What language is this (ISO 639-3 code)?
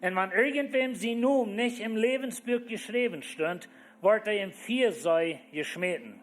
pdt